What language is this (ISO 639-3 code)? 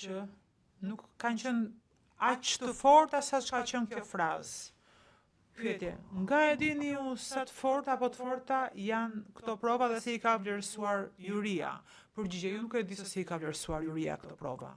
sqi